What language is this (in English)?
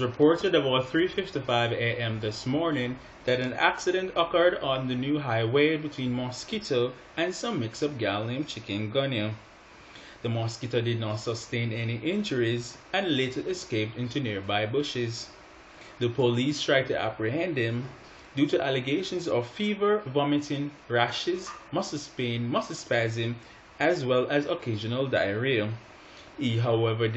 Jamaican Creole English